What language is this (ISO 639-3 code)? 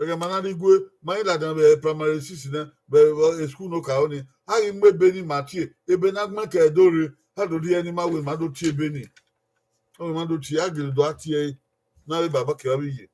bin